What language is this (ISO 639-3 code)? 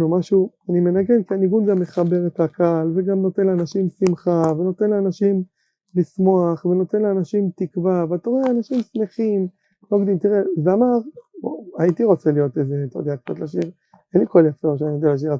heb